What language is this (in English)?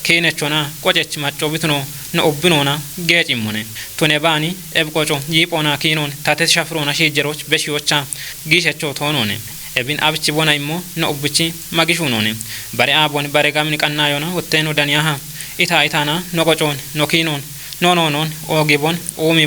Kafa